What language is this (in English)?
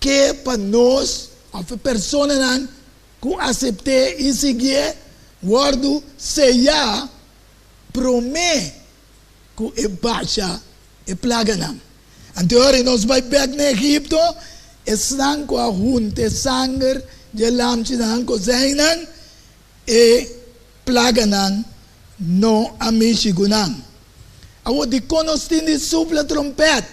Papiamento